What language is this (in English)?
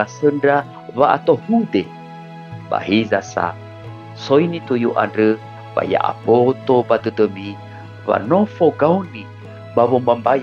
Nias